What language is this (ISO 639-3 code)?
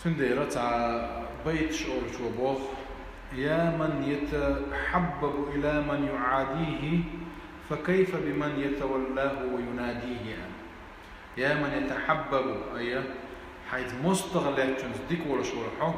che